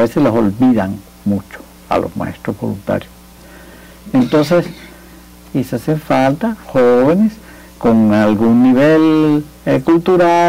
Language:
Spanish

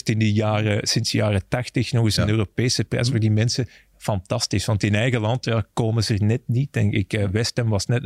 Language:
Dutch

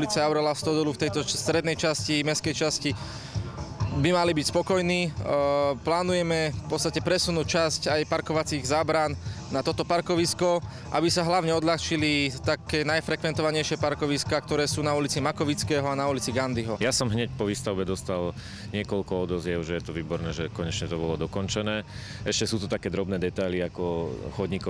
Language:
Slovak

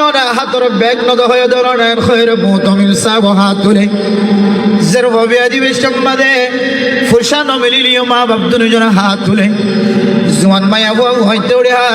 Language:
Rohingya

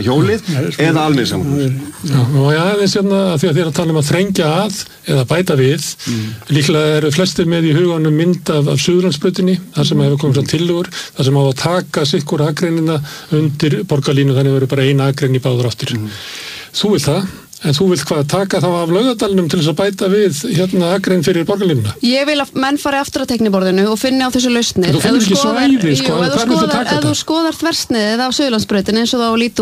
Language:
Icelandic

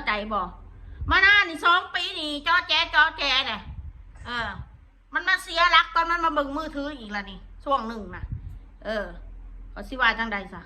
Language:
Northeastern Thai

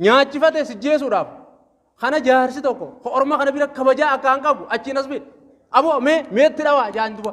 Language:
Oromo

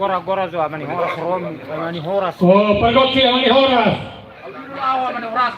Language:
Batak Toba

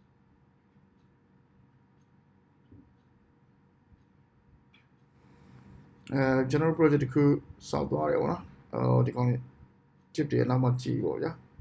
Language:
Burmese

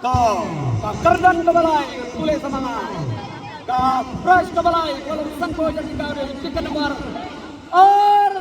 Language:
Khasi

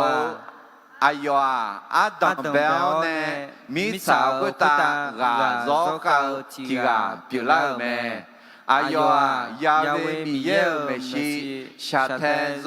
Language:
Akha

